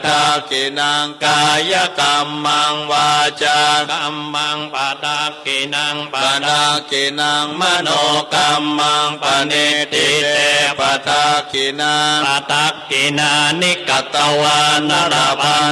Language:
Pali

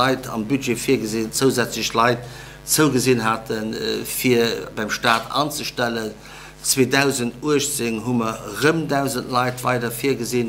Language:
Luxembourgish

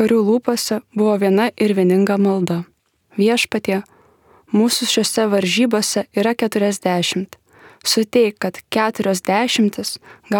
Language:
Lithuanian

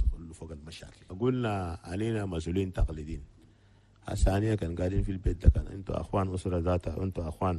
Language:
Chadian Arabic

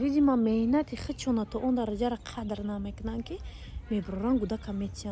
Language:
Tajik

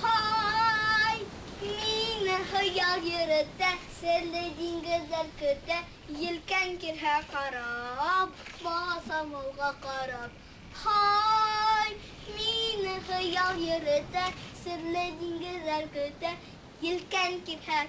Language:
Bashkir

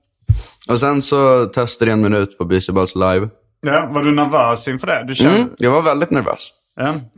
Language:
Swedish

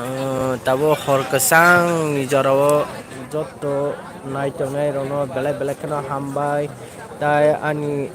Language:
Kok Borok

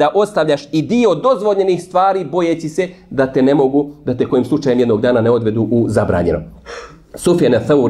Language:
Bosnian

